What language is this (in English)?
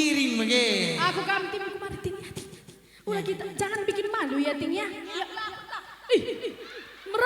Batak Karo